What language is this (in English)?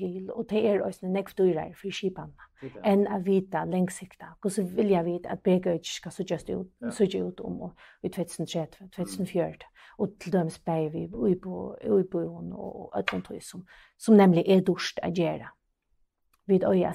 Faroese